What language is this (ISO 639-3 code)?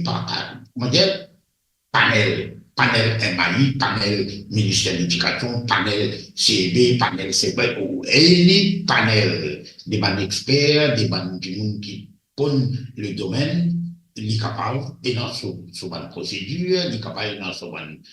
mfe